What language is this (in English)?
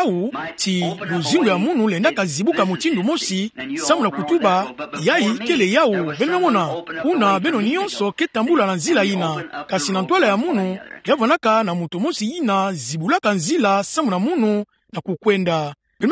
Kituba (Democratic Republic of Congo)